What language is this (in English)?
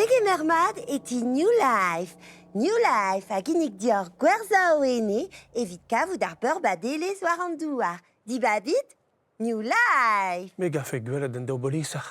Breton